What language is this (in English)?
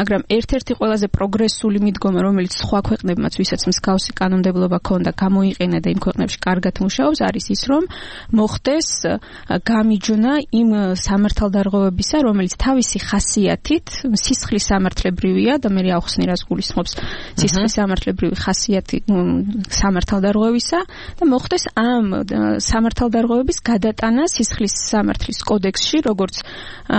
Georgian